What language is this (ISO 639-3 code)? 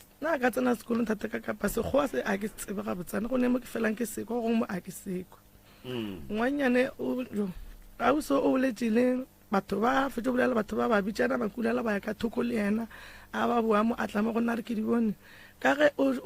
nso